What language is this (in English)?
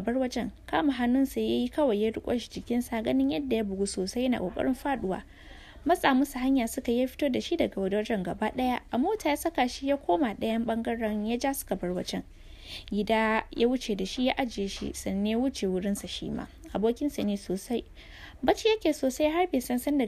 Hausa